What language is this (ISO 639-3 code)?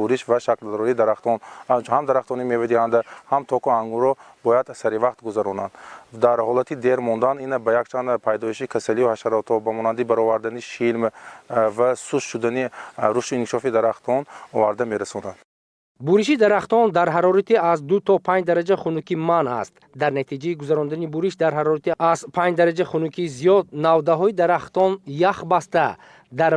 tgk